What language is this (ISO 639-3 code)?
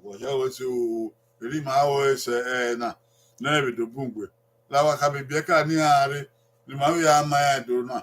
bin